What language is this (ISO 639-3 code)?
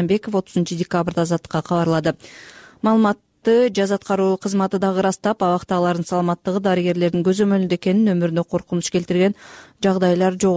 kir